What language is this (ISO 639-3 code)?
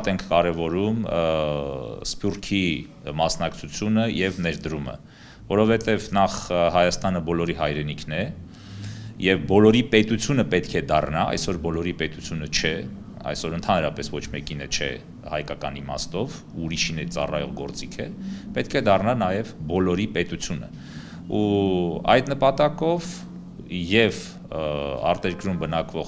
hye